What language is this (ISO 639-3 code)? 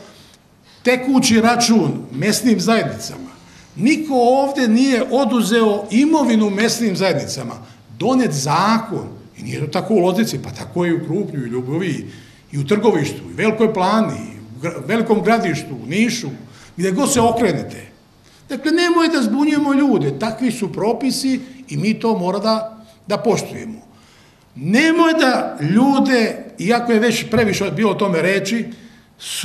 srp